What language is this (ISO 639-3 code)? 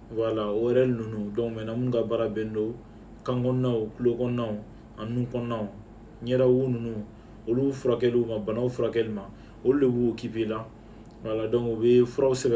bam